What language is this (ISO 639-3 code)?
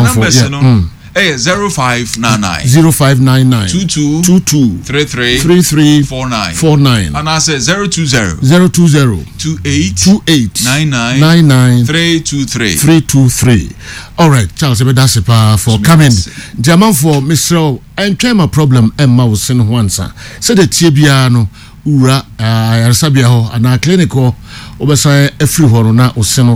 aka